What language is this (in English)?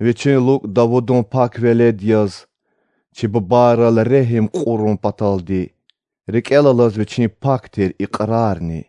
Lezghian